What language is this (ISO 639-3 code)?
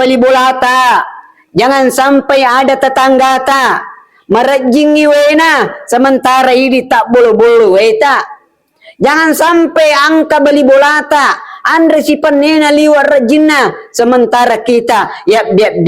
bug